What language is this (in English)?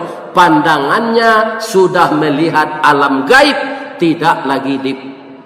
Minangkabau